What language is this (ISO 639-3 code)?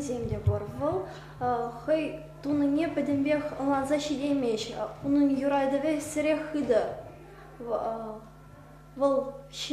chv